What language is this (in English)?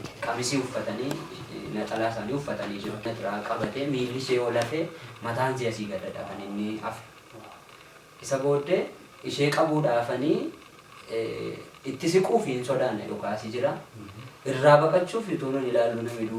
Oromo